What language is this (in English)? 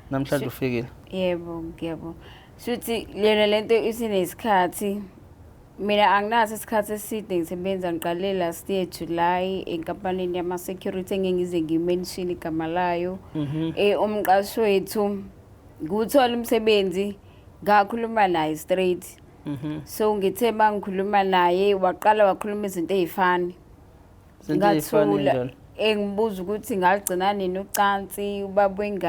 Zulu